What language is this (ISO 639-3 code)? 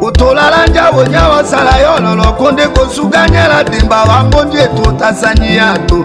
tll